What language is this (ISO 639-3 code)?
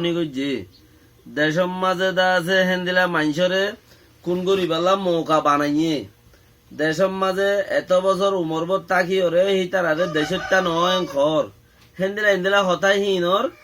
rhg